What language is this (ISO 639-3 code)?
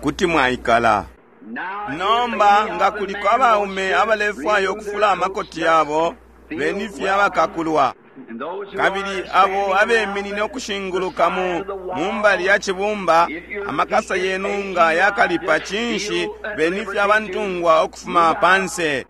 bem